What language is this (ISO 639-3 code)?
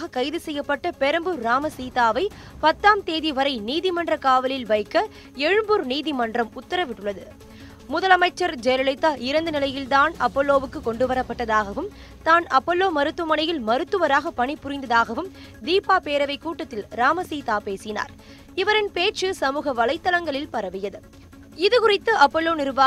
tam